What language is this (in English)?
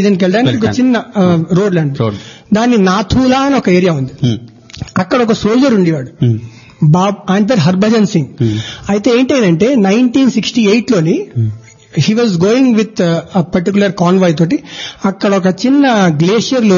Telugu